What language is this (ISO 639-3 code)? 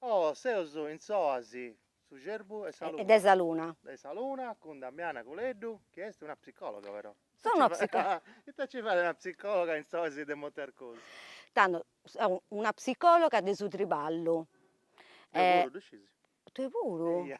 srd